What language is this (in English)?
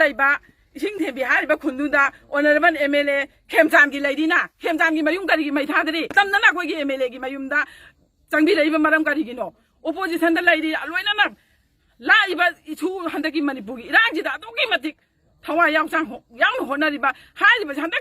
Manipuri